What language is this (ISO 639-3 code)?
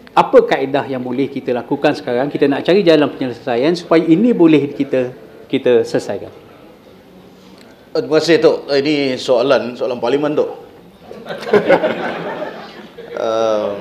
msa